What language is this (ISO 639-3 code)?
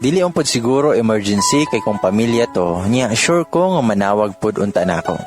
ceb